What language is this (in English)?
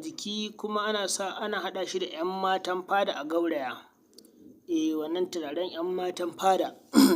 Hausa